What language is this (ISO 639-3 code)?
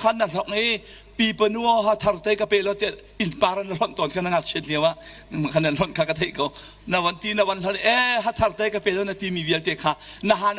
cnh